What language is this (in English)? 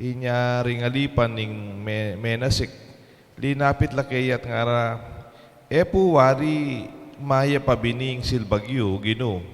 Pampanga